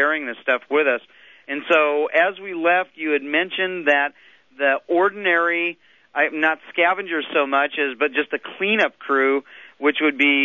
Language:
English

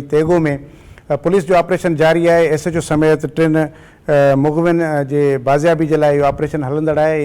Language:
Sindhi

